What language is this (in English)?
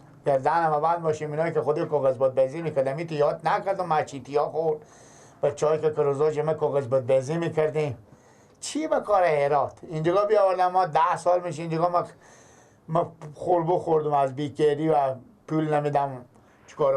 Persian